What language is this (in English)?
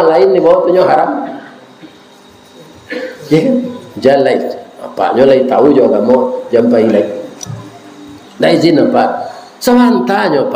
Malay